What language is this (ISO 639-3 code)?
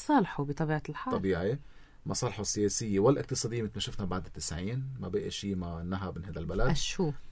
apc